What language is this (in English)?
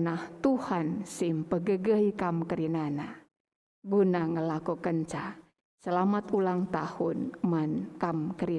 Batak Karo